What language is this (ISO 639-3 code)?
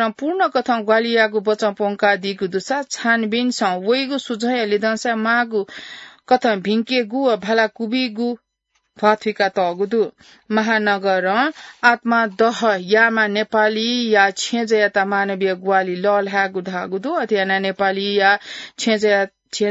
new